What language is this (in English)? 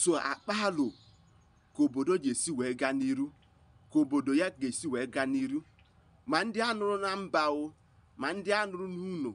Igbo